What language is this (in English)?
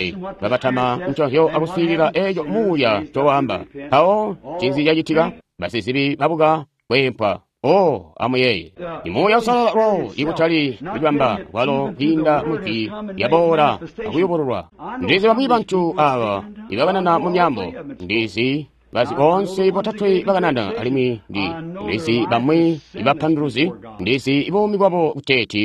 Tonga (Zambia)